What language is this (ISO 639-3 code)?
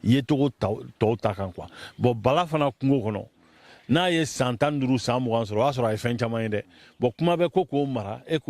bam